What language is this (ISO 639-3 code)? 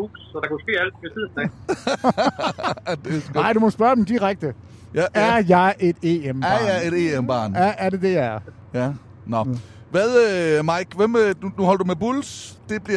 dan